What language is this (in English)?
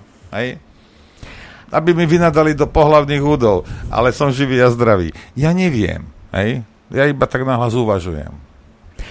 Slovak